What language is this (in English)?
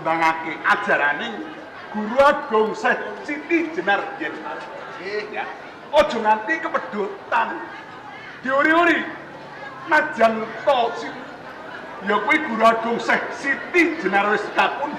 Javanese